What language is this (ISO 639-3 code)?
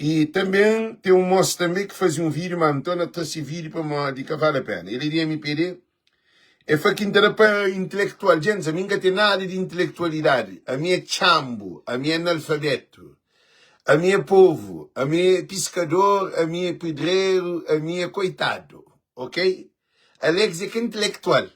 kea